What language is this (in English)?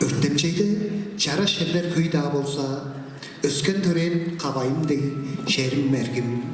Tuvinian